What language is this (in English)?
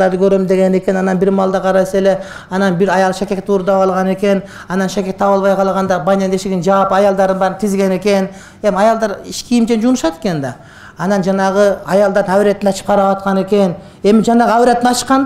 Kyrgyz